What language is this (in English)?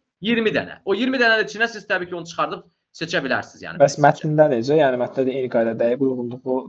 Azerbaijani